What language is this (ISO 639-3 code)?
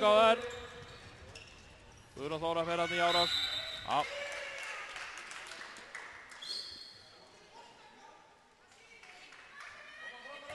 isl